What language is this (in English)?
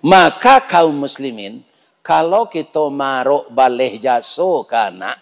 Minangkabau